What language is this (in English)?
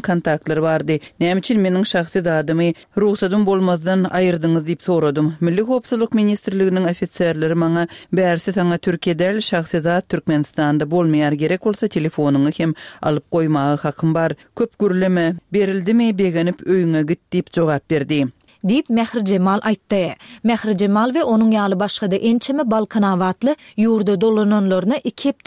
Turkmen